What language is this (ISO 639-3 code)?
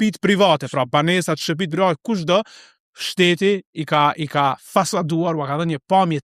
sqi